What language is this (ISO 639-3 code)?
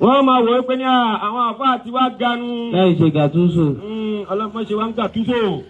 yor